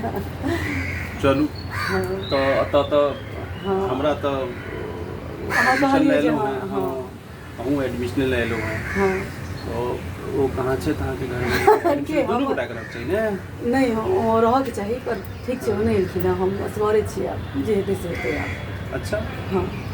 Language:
Maithili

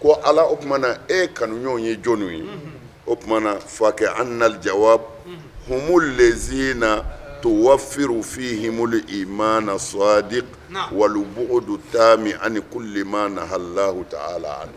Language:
Bambara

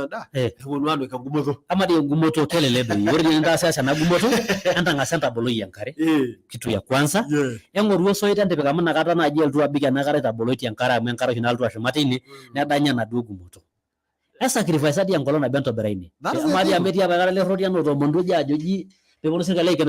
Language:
Masai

